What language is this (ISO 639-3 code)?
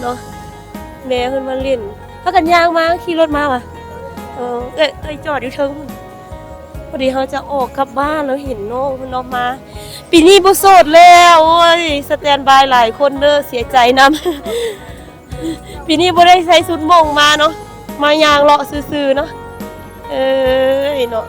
lao